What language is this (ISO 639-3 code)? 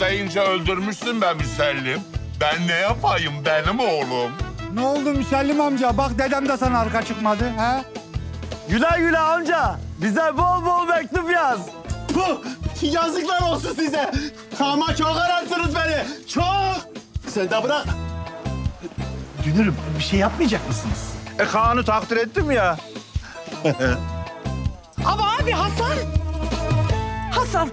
tur